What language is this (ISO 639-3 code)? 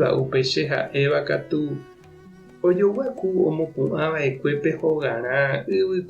grn